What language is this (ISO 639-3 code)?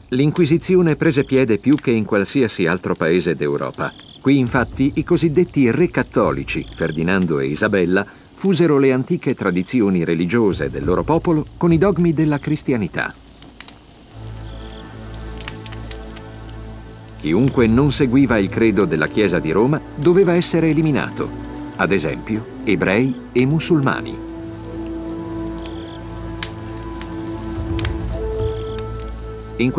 ita